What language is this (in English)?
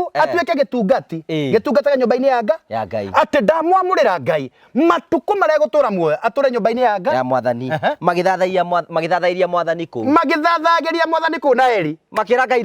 Kikuyu